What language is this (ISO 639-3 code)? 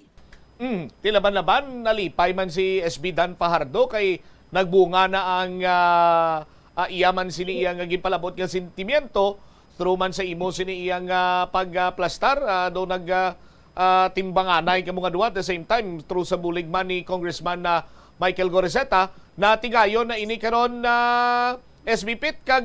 hil